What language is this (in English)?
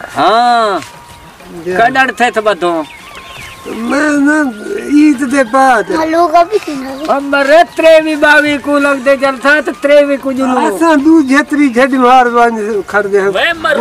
Saraiki